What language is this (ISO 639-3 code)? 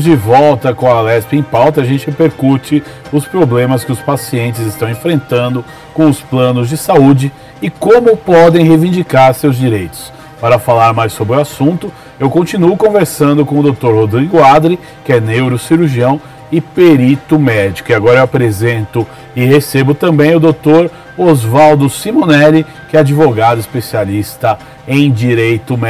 por